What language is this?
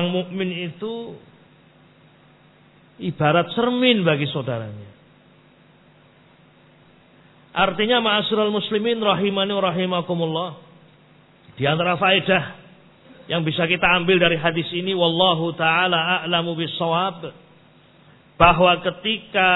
Indonesian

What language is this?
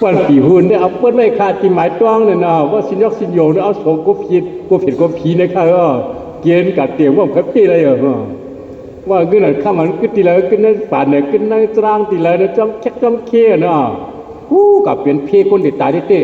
Shan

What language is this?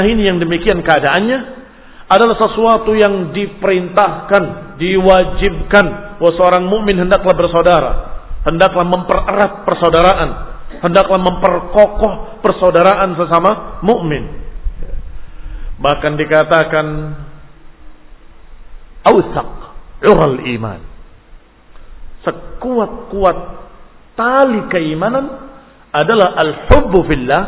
Indonesian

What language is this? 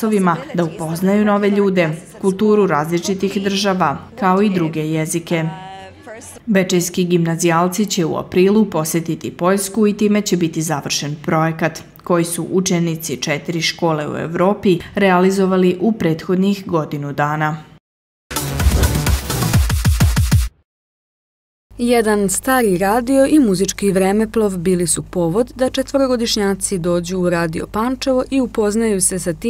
Serbian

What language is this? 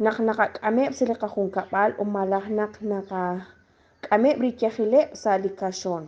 Kekchí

